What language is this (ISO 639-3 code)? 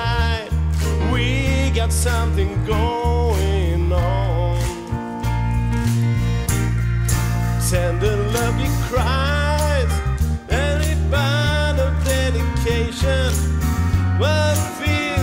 swe